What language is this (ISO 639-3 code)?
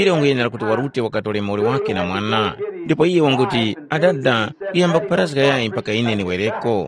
tum